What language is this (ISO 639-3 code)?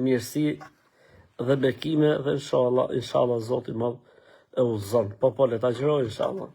sqi